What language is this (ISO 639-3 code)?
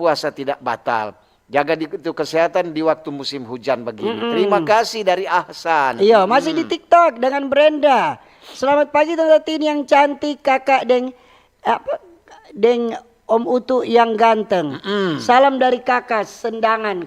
xmm